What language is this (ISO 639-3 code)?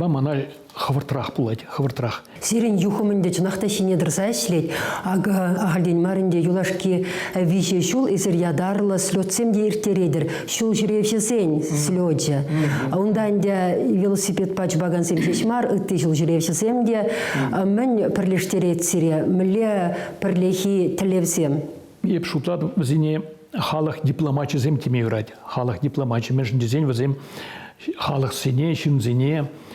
chv